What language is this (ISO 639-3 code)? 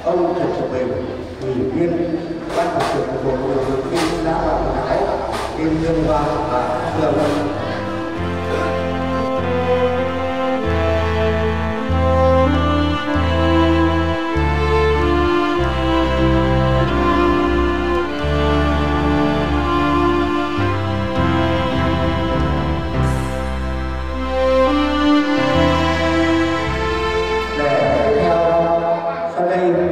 vie